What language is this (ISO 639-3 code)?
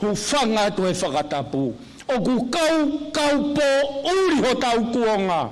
ton